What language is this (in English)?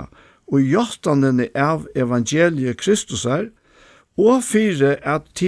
Faroese